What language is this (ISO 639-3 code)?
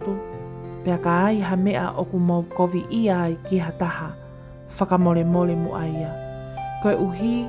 ton